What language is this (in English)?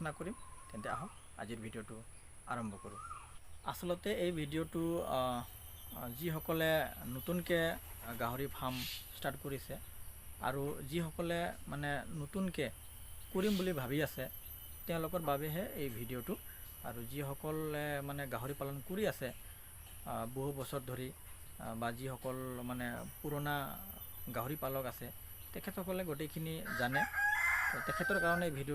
Assamese